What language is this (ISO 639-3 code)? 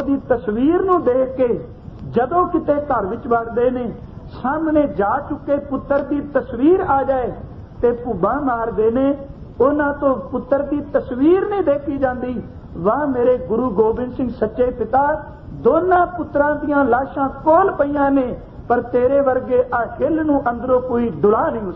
pan